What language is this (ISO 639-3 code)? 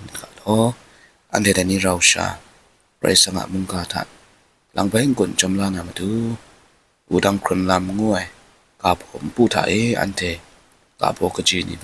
kac